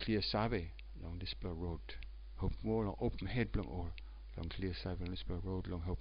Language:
Tok Pisin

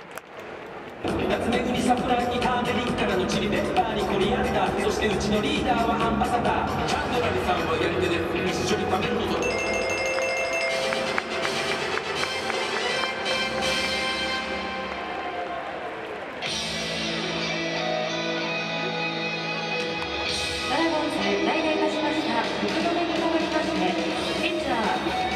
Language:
Japanese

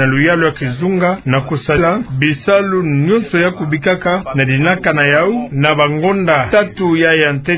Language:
Kituba (Democratic Republic of Congo)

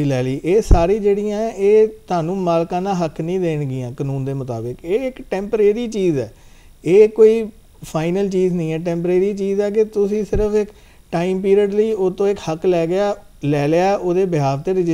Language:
Punjabi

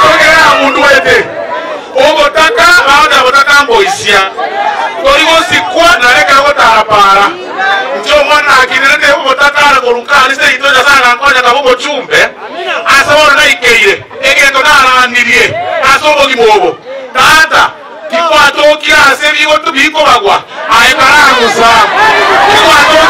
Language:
Gusii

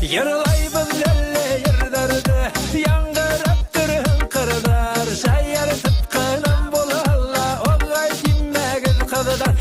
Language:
Bashkir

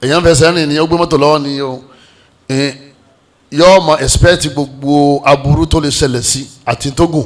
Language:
Yoruba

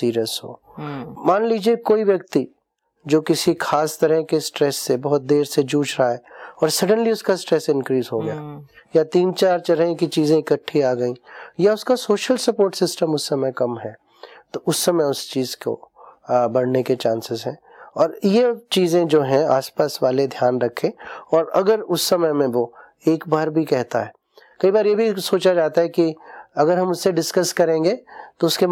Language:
Hindi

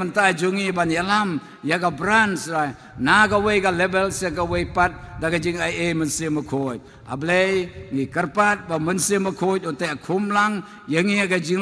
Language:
Khasi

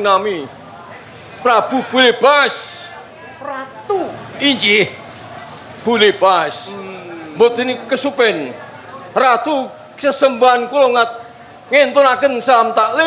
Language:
Javanese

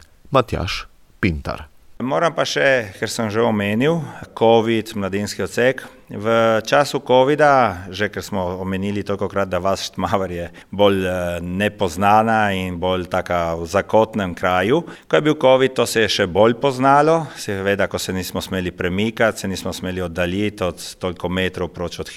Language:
Slovenian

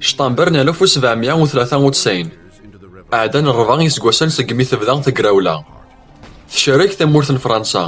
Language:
Kabyle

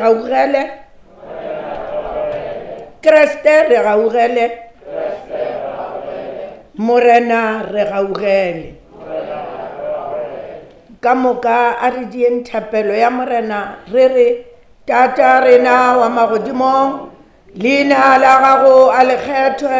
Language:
Northern Sotho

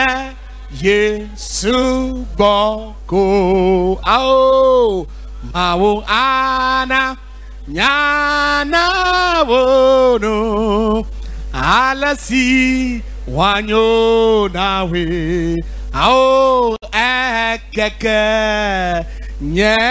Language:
Ewe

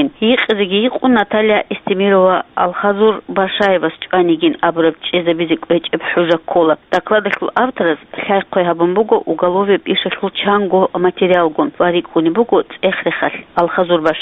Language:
Avaric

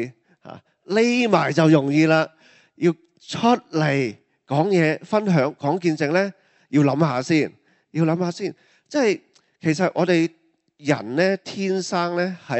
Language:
Cantonese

